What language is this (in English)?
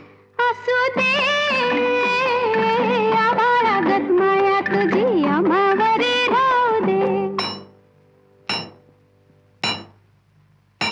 Marathi